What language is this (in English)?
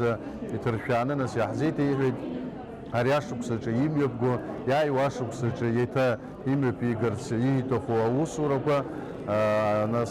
Abkhazian